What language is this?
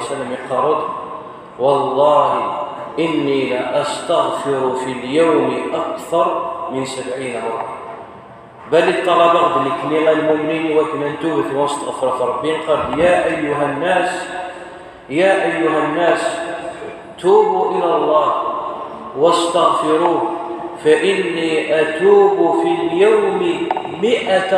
Kabyle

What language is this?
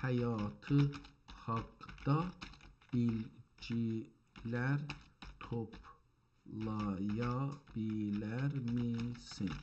South Azerbaijani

